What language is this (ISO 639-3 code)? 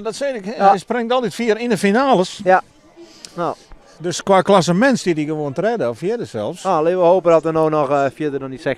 fry